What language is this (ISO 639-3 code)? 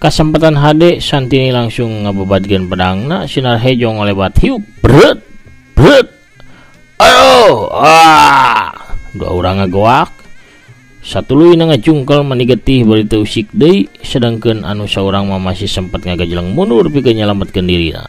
sun